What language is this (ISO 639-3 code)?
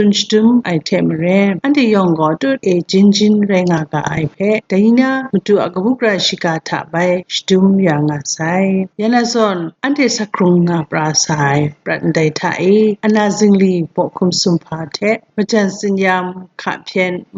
kac